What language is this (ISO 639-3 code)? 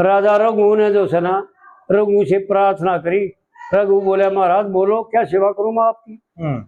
bgc